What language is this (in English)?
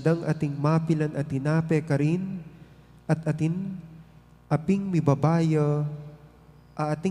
Pampanga